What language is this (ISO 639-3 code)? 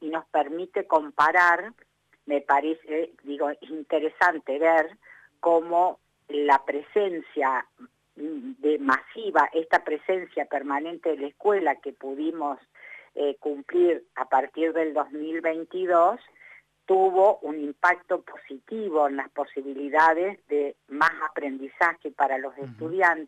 spa